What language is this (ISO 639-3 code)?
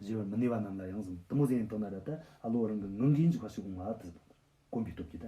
bod